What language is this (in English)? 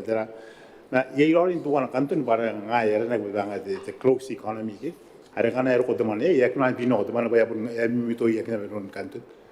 Gilbertese